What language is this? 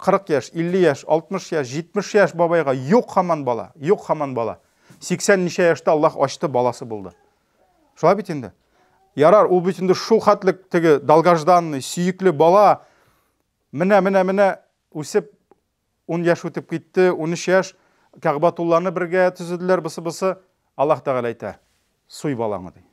Tatar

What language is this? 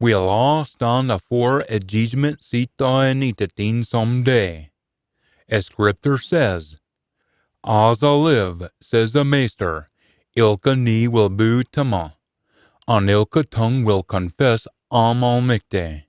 Scots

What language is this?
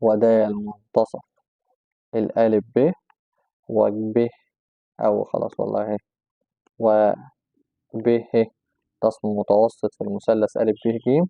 Egyptian Arabic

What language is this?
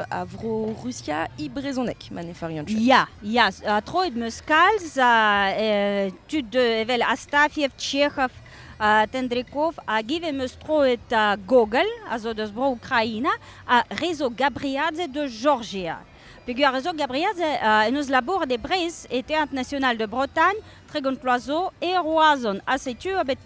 Breton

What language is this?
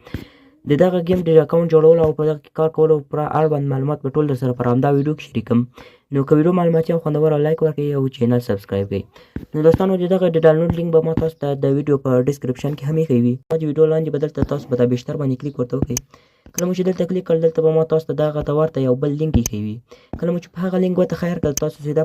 Pashto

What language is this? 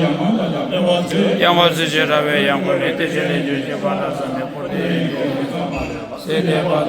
Tibetan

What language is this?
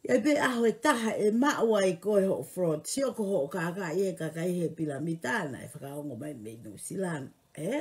Tongan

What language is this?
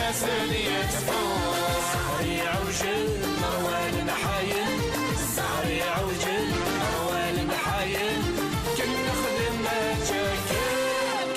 Kabyle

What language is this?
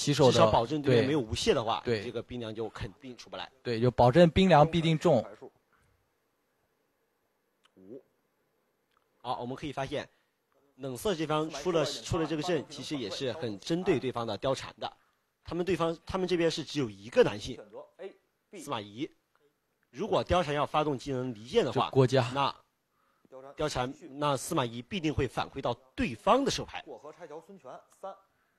Chinese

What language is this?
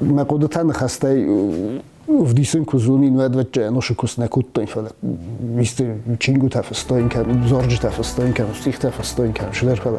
Ossetic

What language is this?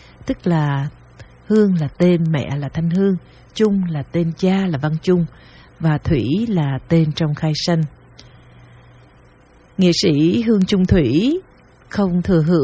Vietnamese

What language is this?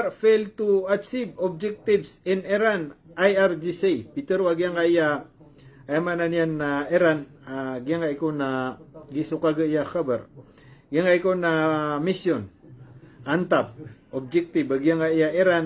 Maranao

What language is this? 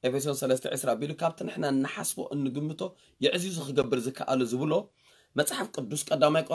Tigrinya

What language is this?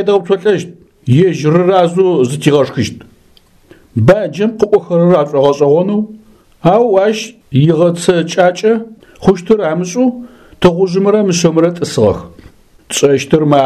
Adyghe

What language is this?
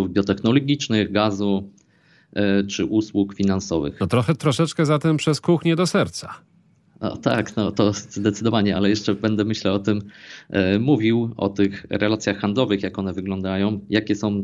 Polish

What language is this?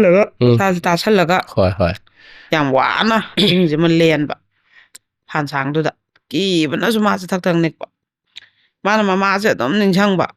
Manipuri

